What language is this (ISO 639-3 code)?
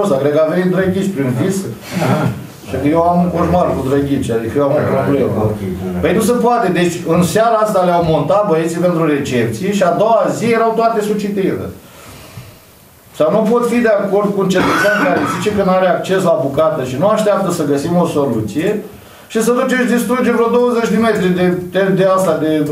ron